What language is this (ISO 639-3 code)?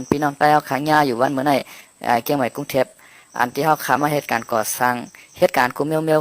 shn